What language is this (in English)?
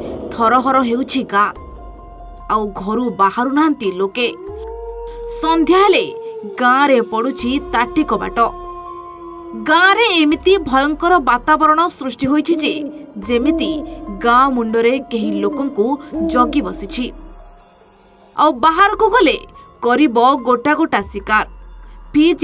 Odia